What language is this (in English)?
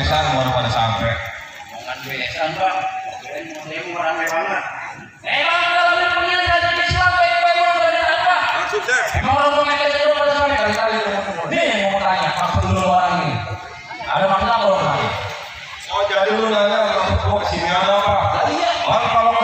Betawi